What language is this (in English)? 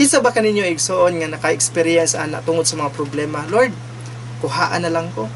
Cebuano